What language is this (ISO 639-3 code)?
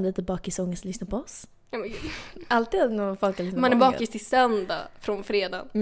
swe